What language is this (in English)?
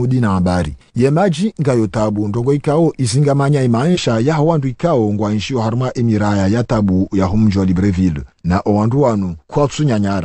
Swahili